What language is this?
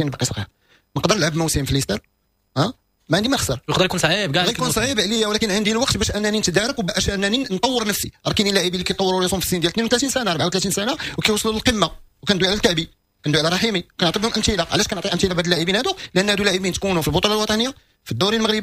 Moroccan Arabic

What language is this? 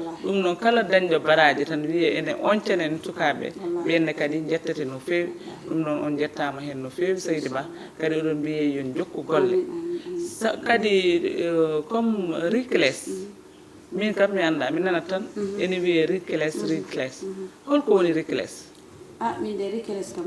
Fula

